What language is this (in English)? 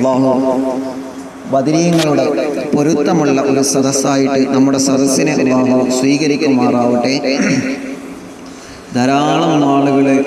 Malayalam